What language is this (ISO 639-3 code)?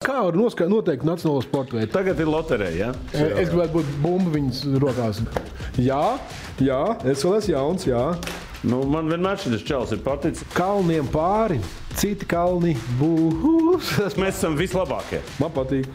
lav